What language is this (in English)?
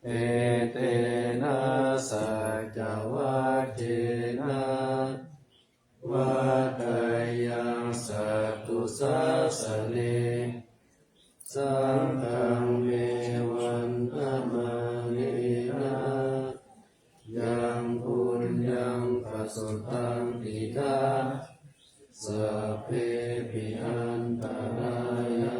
Pali